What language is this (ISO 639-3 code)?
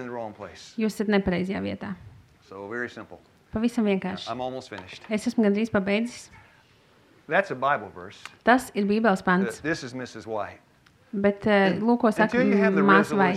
lav